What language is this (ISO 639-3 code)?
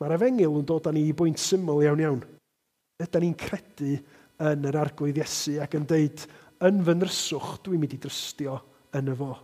cym